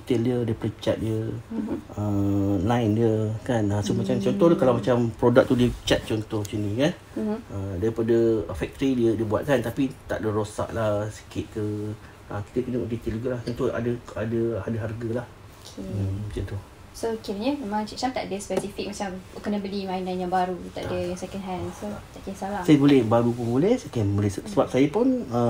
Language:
Malay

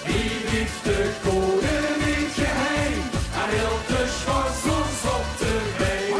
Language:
Limburgish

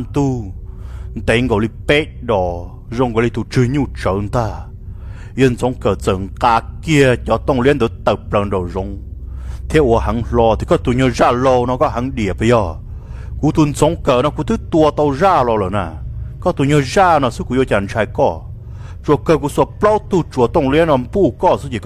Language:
Hmong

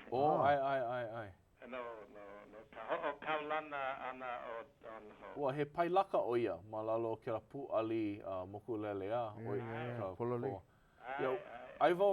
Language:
Hawaiian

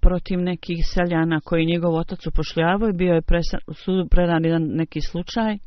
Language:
Bosnian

